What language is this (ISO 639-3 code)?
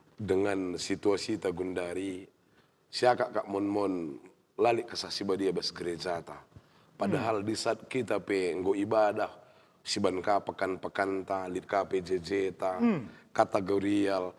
btx